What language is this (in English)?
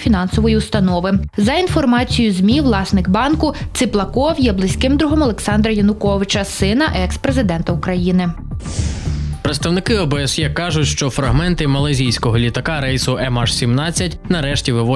Ukrainian